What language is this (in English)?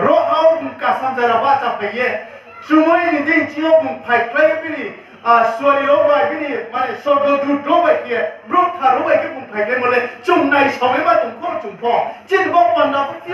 Riang (India)